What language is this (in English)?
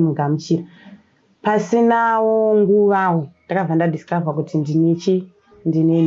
Shona